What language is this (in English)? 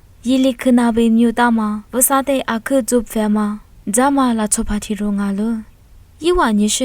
Lisu